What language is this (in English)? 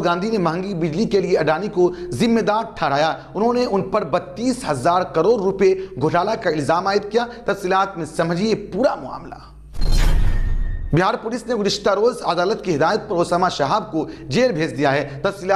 Urdu